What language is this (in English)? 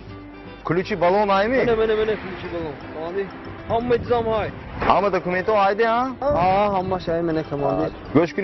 Tajik